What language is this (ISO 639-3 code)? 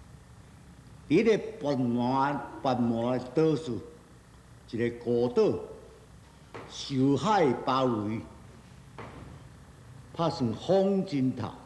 nan